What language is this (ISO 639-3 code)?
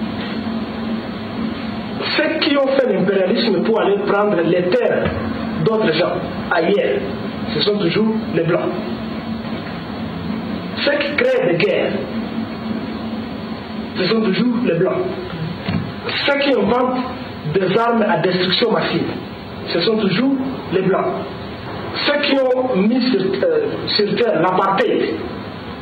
fra